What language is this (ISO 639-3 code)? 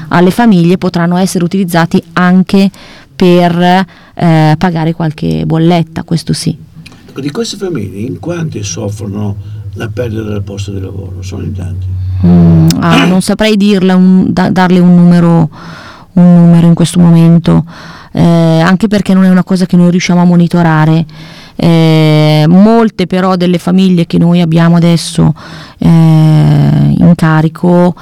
ita